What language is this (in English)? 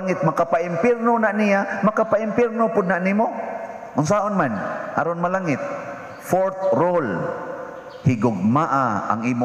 Cebuano